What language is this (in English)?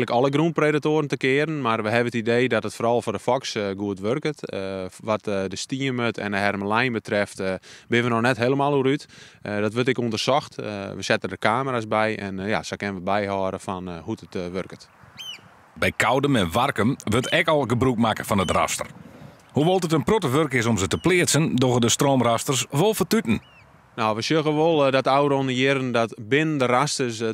Western Frisian